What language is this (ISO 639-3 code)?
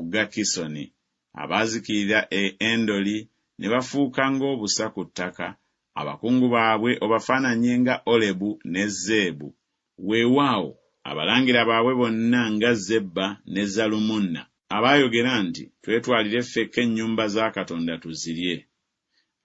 lug